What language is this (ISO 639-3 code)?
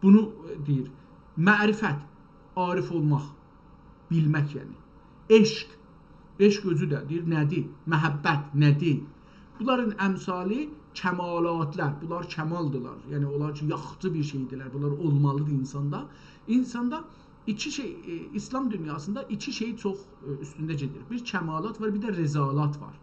azb